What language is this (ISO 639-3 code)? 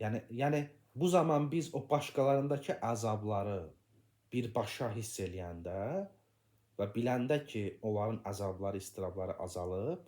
aze